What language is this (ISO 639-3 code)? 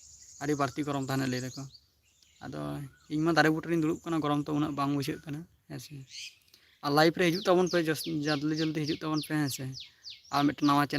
sat